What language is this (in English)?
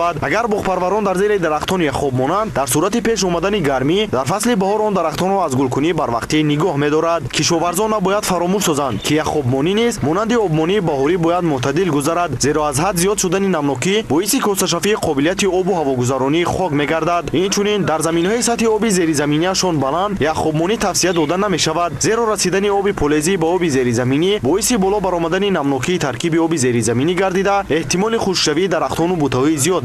Tajik